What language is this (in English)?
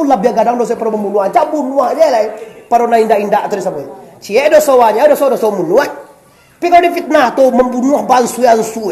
Minangkabau